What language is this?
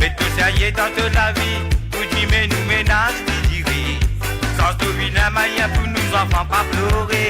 Morisyen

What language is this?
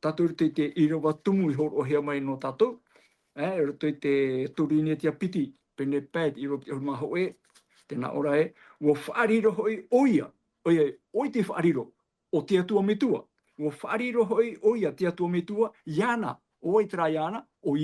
Tahitian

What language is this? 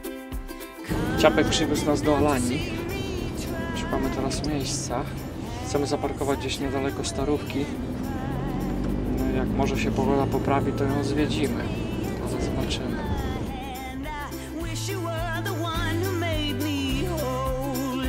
Polish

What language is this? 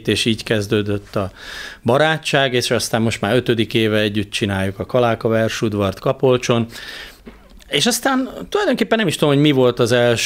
Hungarian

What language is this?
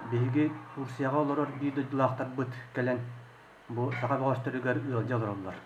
Yakut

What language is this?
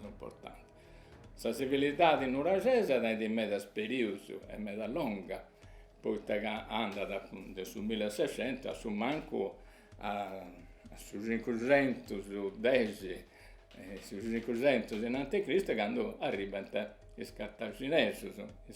Sardinian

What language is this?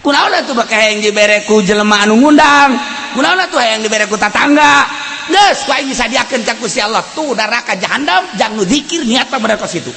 Sundanese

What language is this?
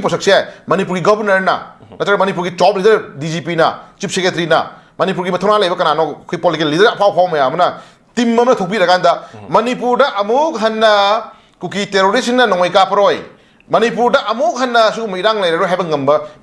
Manipuri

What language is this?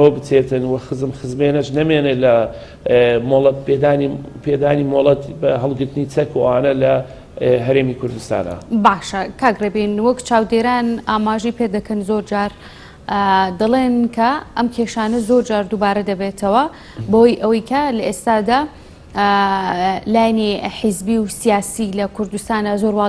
Central Kurdish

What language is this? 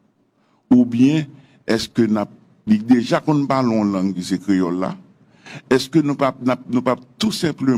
Haitian Creole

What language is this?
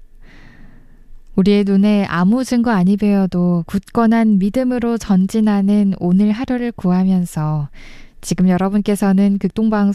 Korean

